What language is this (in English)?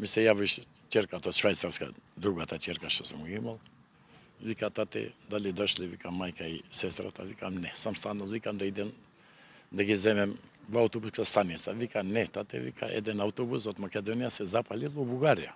Macedonian